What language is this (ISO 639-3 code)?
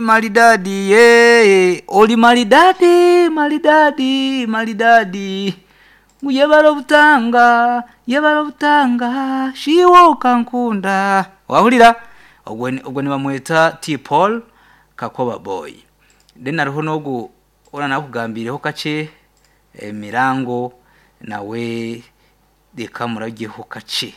nyn